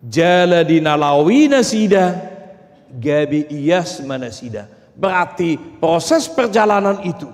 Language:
Batak Toba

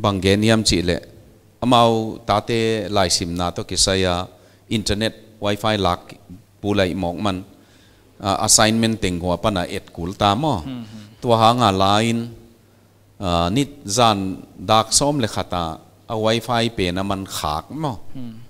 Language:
Paite Chin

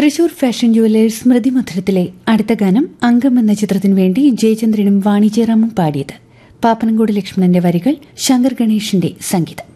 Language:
Malayalam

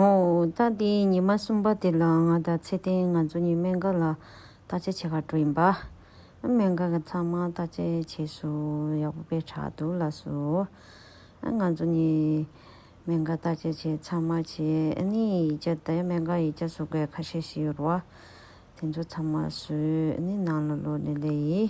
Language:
Tibetan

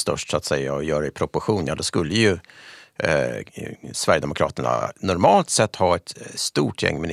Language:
Swedish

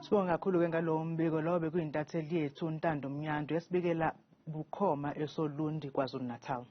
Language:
Zulu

